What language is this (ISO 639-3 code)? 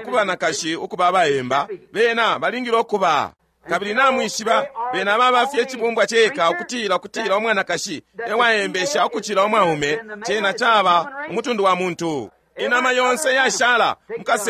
bem